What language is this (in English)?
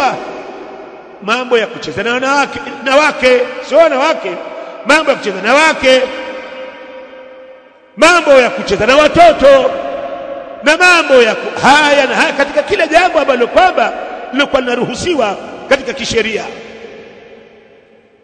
Swahili